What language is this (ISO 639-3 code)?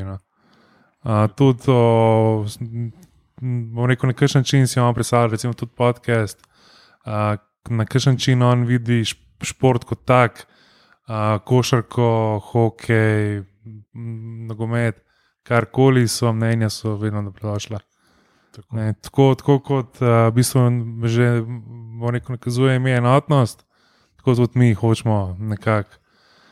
slv